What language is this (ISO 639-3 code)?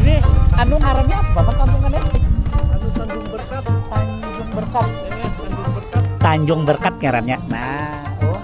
bjn